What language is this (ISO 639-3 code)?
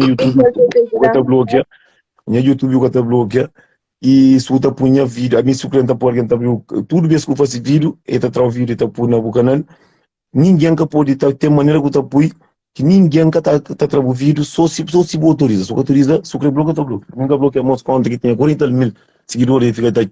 kea